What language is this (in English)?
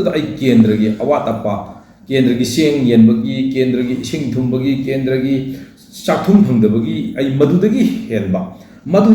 Manipuri